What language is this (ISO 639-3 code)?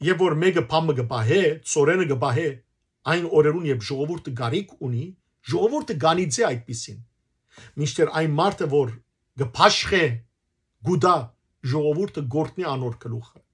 hyw